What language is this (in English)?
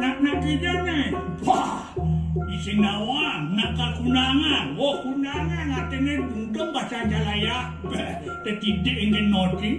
Balinese